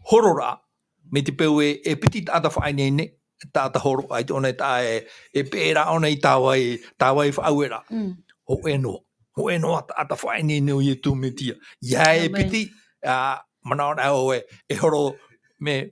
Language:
Tahitian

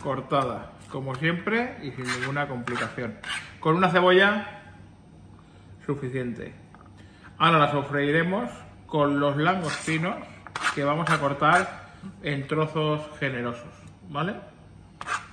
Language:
Spanish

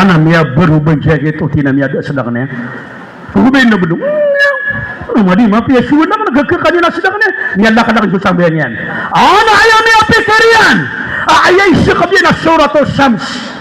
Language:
Maranao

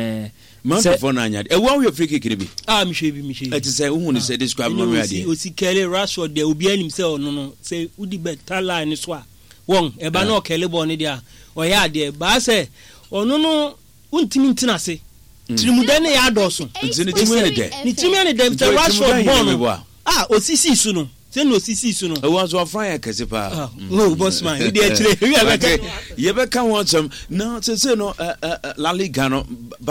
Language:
Akan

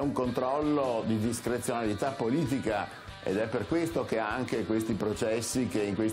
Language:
Italian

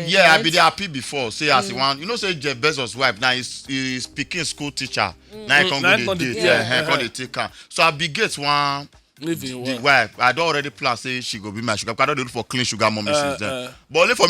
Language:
Nigerian Pidgin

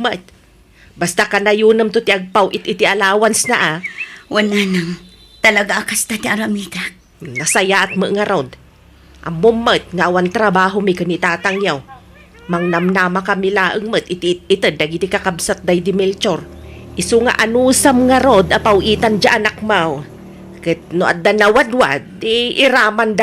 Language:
Iloko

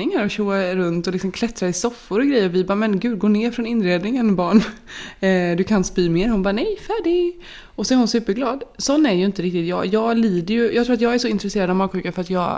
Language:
Swedish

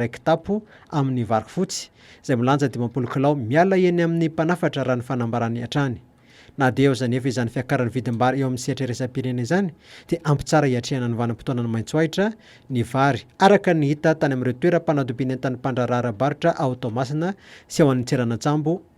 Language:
Malagasy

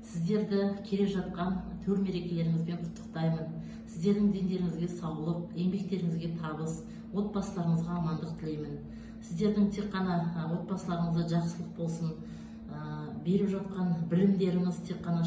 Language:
Kazakh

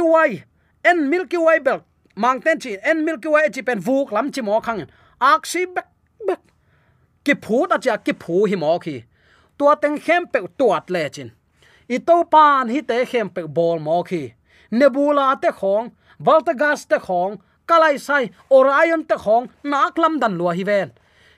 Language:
Tedim Chin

